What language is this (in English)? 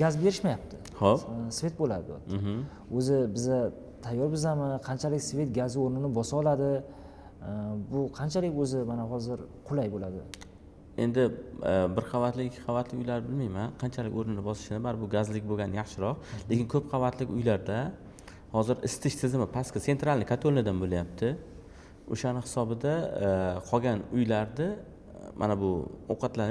Uzbek